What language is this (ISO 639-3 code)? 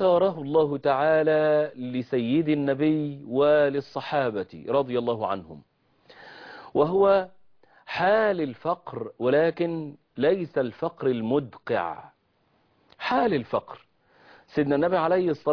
ara